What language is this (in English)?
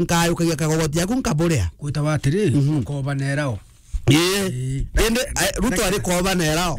Meru